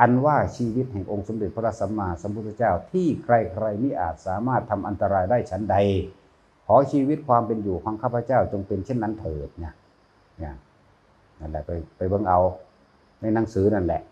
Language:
Northeastern Thai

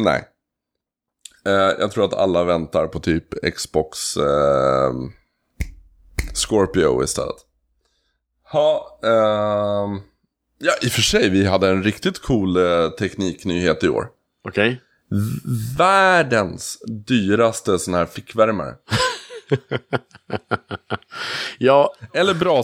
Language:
Swedish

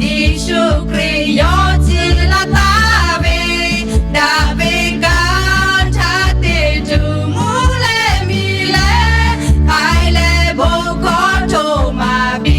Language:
Lahu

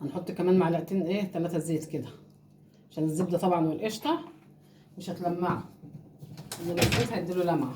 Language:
Egyptian Arabic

